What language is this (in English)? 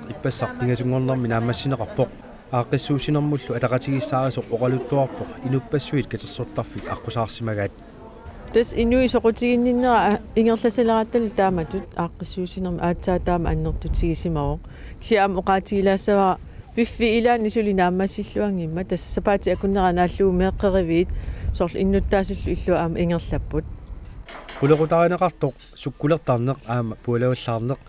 Kalaallisut